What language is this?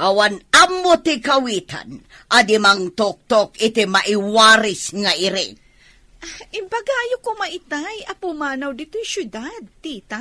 Iloko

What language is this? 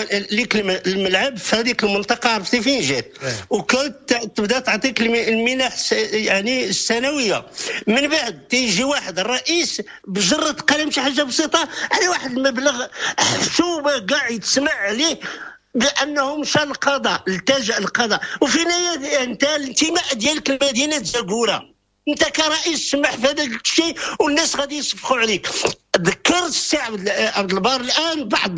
Moroccan Arabic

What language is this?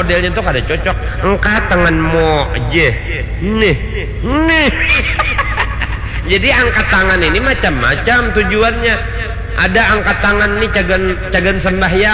Banjar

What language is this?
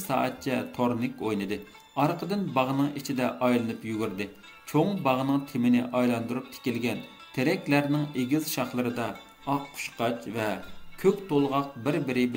Uyghur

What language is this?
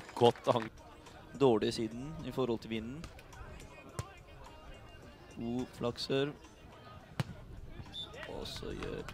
Norwegian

